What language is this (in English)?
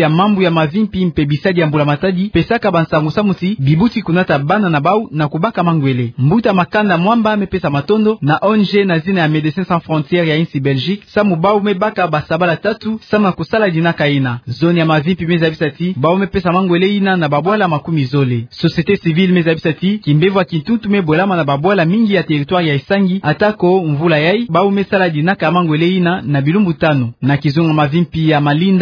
Kituba (Democratic Republic of Congo)